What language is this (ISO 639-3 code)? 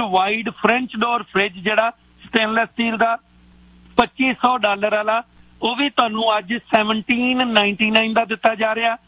pan